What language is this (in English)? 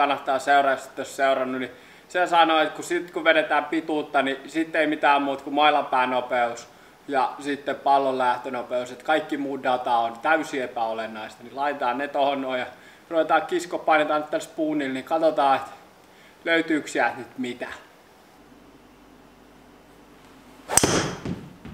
Finnish